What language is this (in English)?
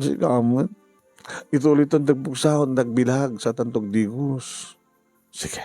Iloko